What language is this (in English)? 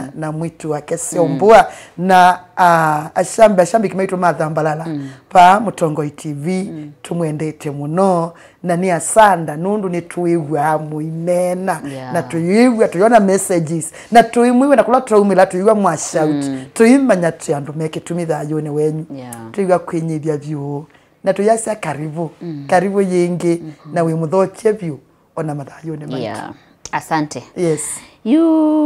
Kamba